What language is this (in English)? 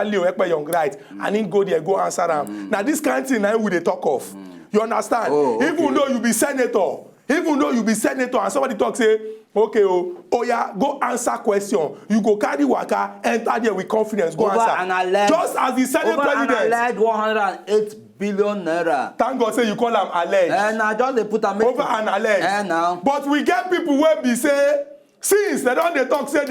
Nigerian Pidgin